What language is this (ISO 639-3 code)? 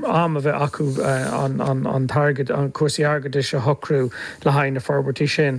gle